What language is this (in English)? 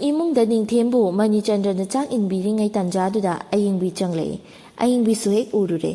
Manipuri